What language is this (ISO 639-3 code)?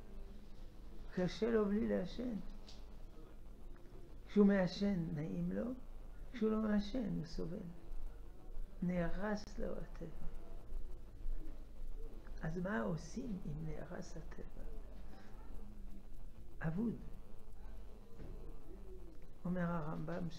heb